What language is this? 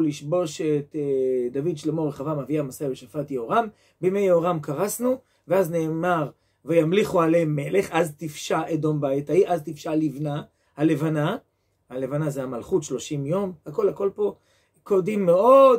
Hebrew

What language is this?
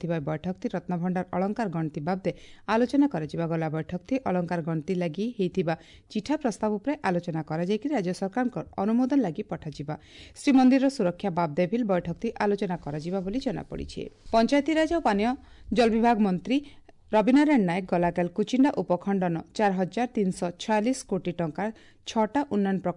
Odia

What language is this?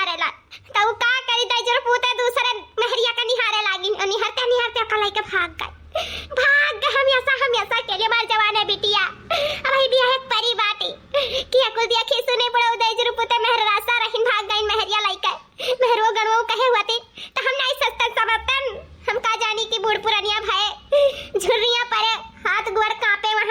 Awadhi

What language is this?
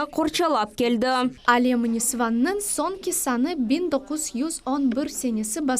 Crimean Tatar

